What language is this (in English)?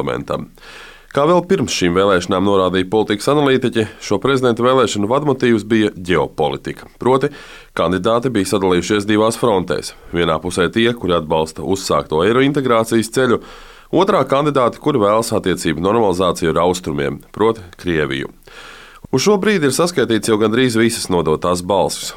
Latvian